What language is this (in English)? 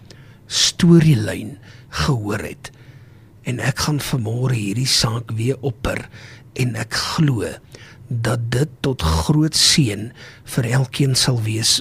Afrikaans